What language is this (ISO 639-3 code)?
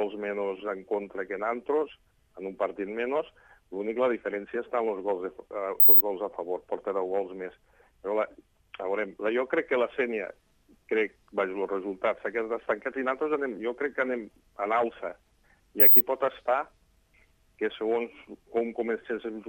cat